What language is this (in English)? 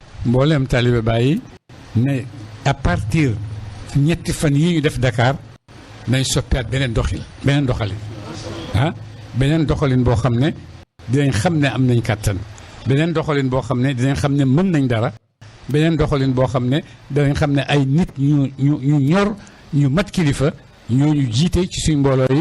Wolof